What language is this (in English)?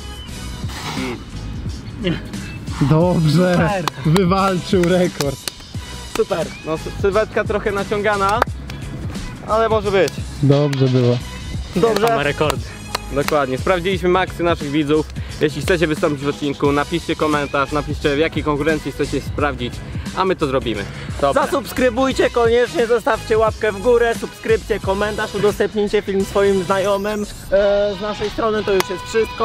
Polish